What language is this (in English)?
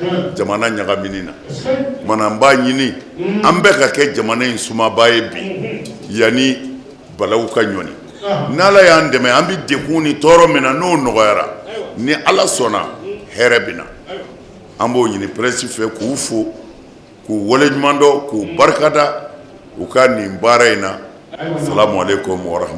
Bambara